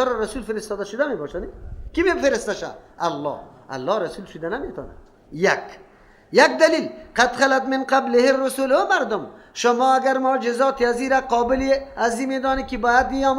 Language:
Persian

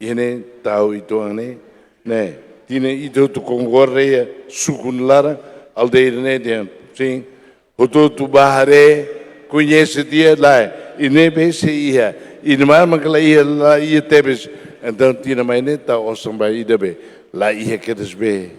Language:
Tetum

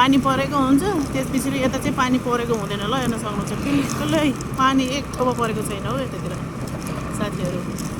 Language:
Nepali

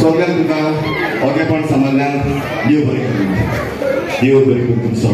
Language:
Konkani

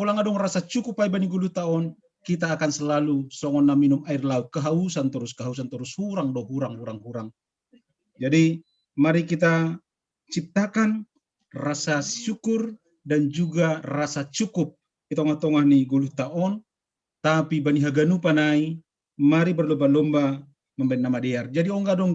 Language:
Batak Simalungun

